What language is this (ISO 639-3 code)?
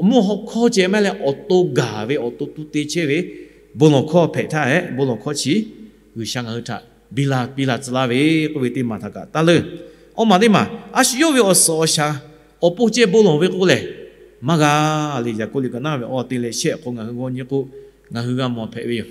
lhu